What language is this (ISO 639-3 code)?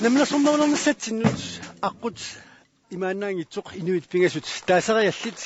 kal